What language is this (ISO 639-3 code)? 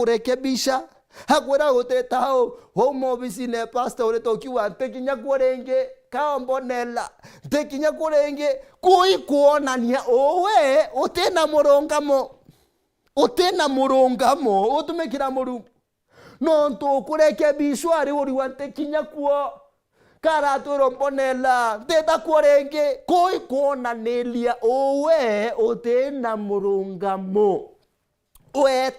mer